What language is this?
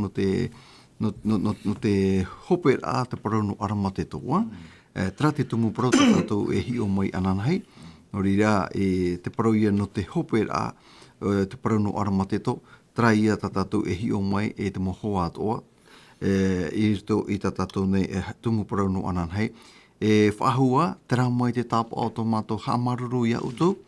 Tahitian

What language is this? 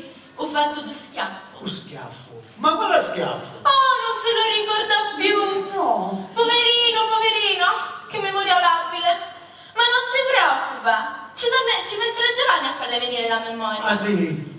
Sicilian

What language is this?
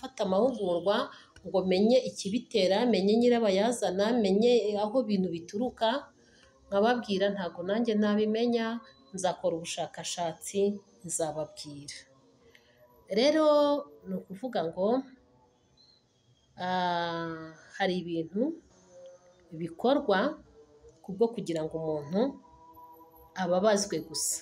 Kinyarwanda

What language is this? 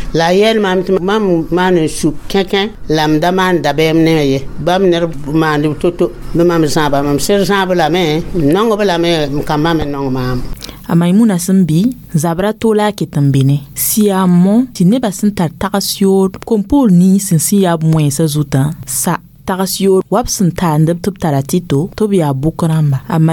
Mossi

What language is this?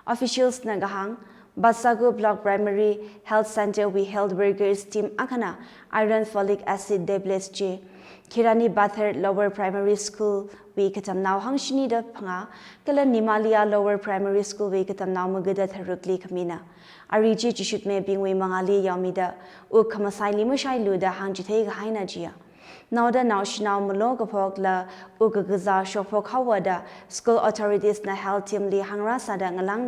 Tangkhul Naga (India)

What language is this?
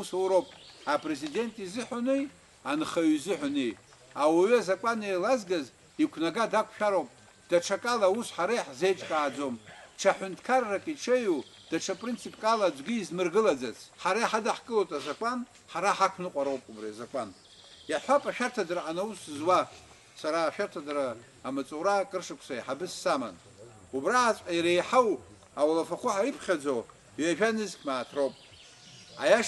Abkhazian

